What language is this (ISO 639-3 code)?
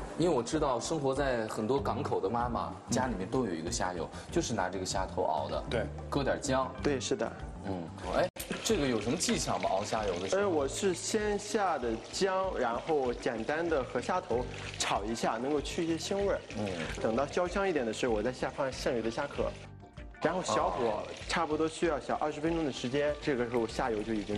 zho